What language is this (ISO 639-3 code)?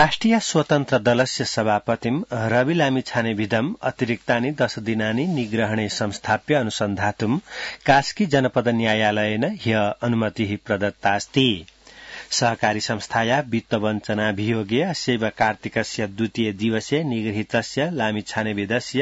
san